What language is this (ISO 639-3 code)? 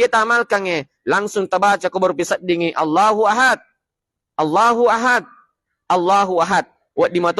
bug